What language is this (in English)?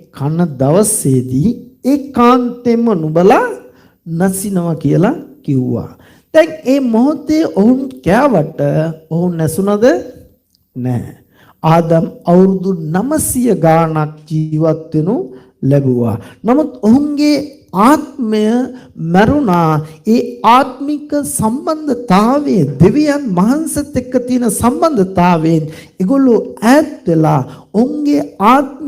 Sinhala